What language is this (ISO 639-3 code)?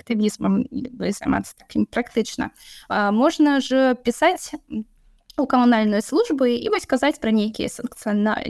bel